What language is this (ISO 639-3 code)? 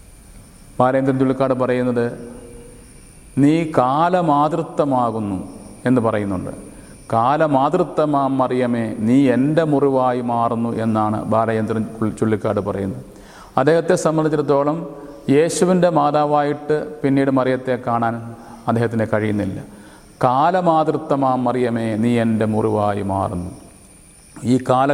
mal